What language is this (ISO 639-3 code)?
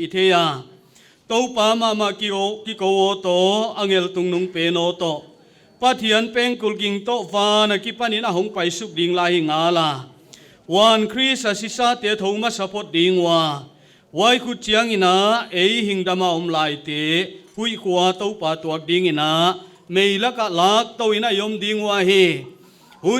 pck